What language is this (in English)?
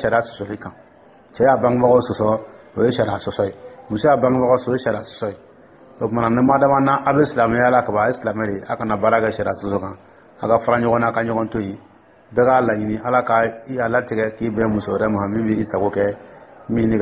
Dyula